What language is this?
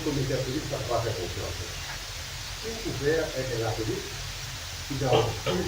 Morisyen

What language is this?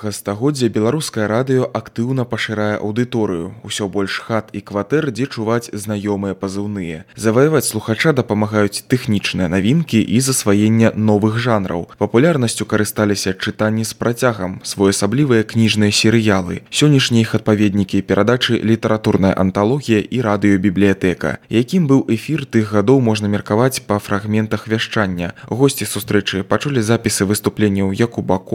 Belarusian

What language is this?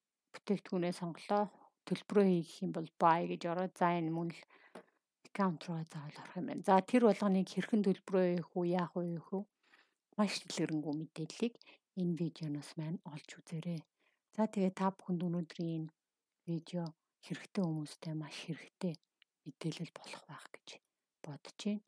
Mongolian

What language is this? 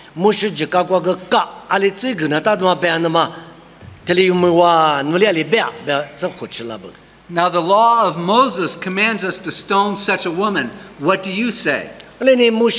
Lisu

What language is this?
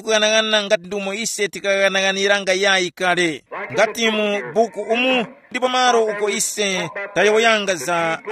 Tumbuka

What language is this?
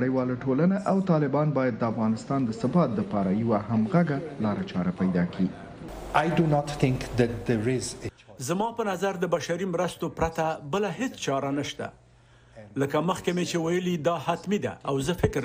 Pashto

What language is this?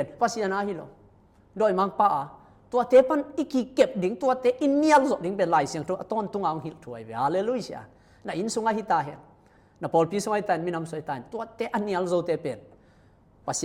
Tedim Chin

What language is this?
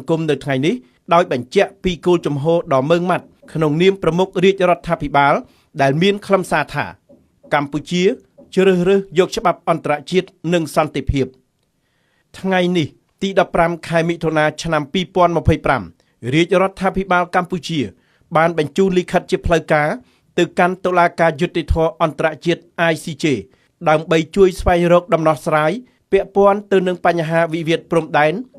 Khmer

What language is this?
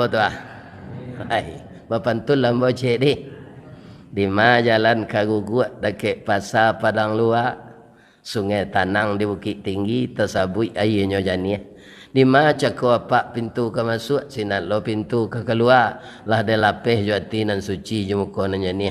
Minangkabau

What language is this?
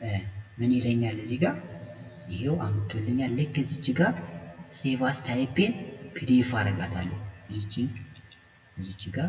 Amharic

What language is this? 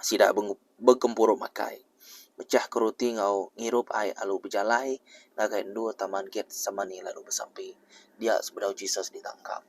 Iban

